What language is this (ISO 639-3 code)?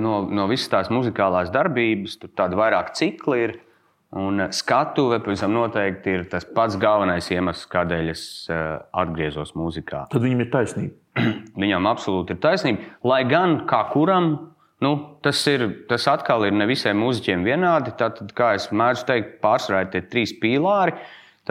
lav